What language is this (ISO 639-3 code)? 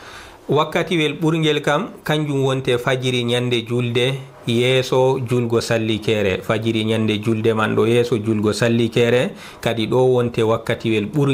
ful